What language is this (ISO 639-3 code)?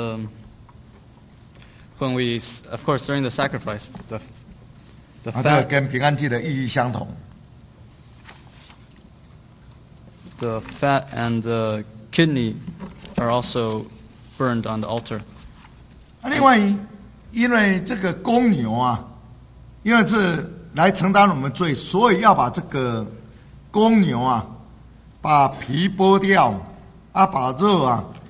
zho